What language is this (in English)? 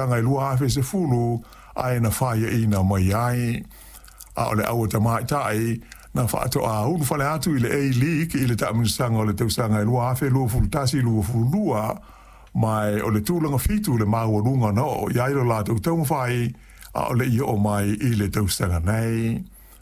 Samoan